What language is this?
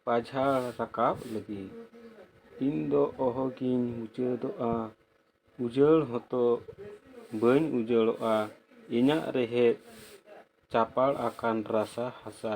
Santali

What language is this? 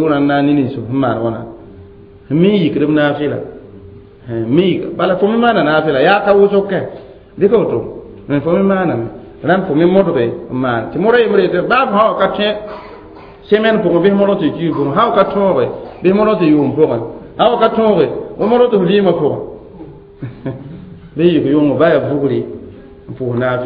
Mossi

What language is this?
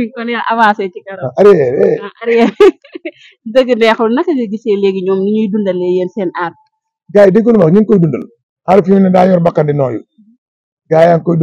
Wolof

